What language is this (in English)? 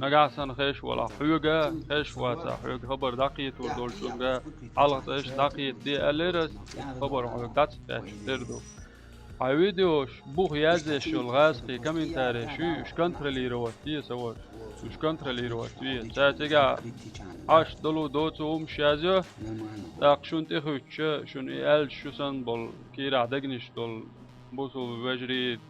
Chechen